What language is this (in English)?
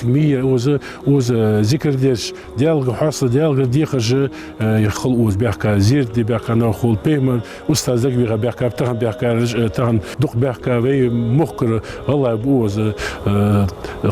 Ingush